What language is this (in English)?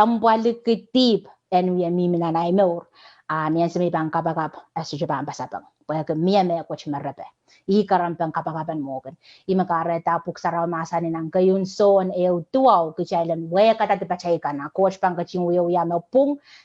Pohnpeian